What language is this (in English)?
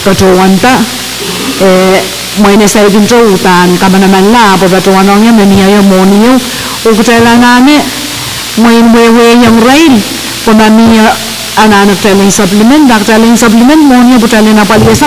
Pohnpeian